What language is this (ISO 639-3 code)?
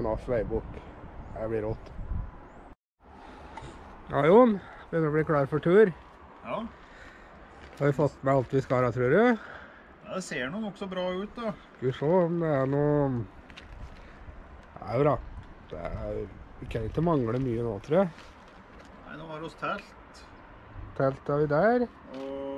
nor